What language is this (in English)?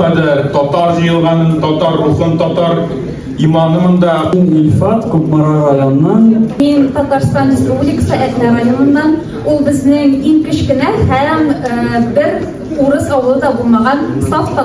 Tatar